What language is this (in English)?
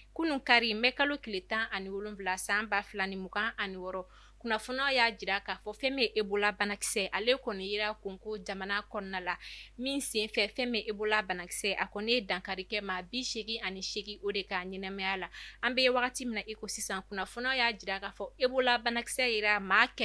Bambara